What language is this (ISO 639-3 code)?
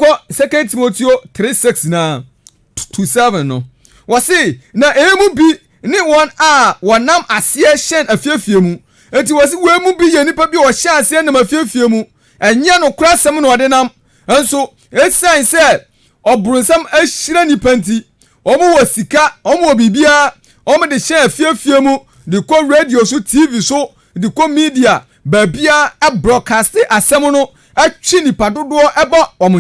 aka